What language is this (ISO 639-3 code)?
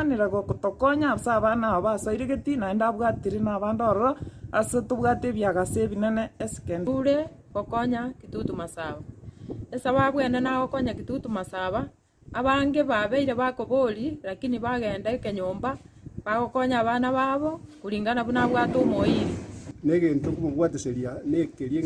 guz